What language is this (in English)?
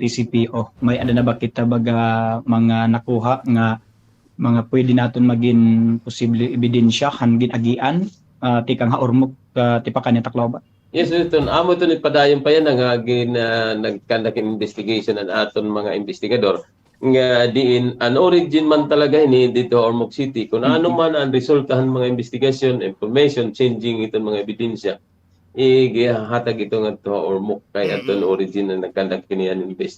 Waray